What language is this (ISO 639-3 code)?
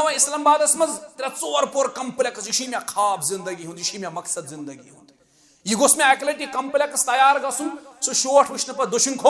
kas